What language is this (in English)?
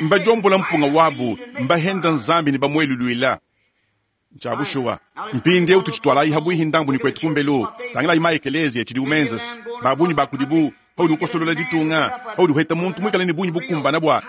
Luba-Lulua